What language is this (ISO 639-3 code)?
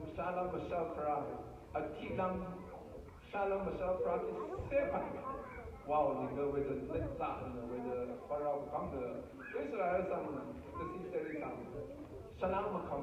raw